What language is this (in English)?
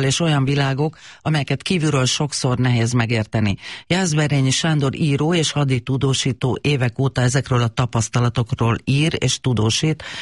Hungarian